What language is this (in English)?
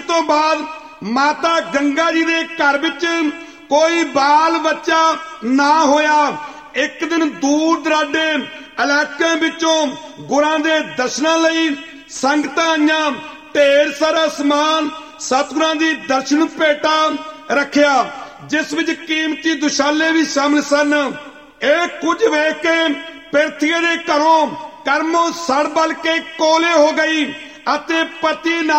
Punjabi